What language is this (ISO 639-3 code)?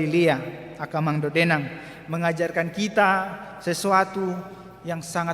bbc